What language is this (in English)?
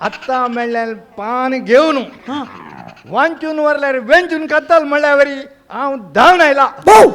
Konkani